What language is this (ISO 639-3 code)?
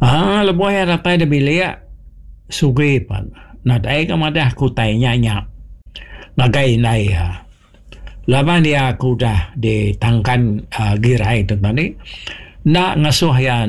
iba